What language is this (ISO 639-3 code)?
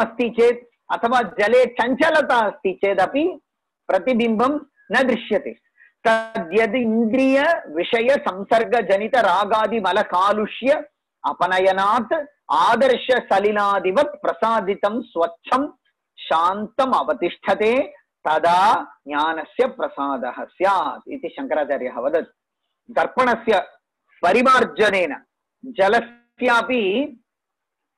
san